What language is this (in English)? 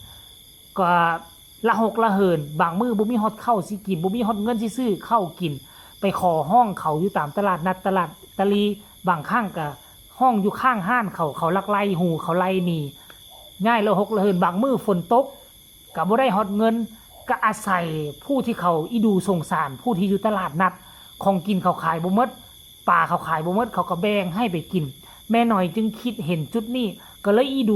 Northeastern Thai